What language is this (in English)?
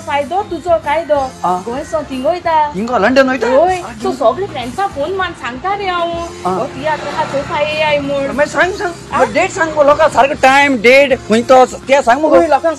Konkani